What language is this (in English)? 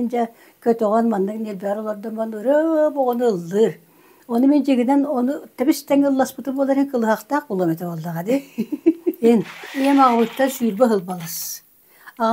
Yakut